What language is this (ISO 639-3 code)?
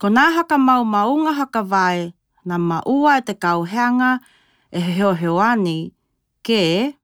tkl